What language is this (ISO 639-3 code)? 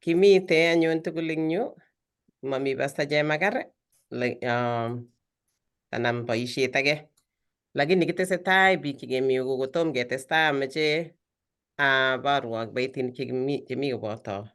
kln